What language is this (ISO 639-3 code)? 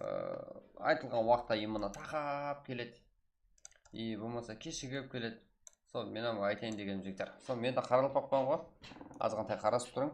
kaa